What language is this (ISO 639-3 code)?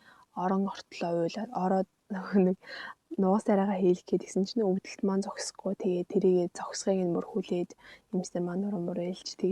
mon